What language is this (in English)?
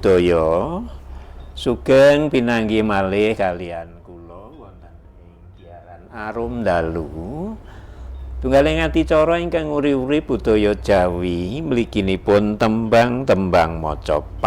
Javanese